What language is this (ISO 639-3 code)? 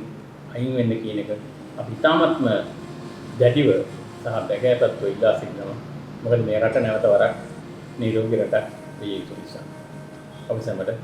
sin